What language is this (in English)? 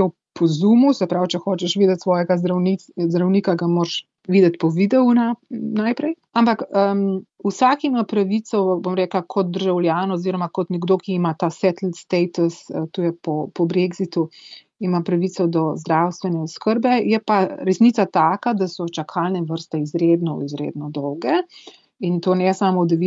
Slovenian